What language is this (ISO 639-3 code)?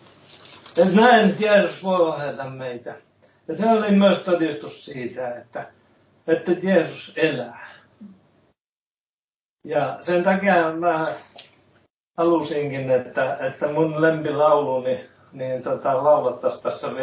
fin